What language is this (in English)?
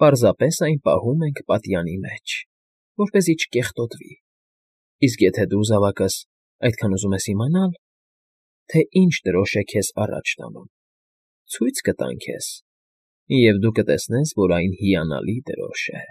Armenian